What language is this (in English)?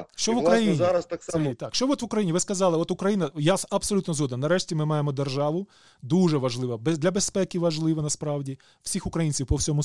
Ukrainian